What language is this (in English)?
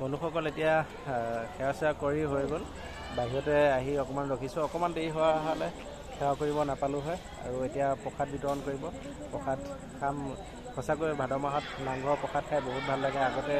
Assamese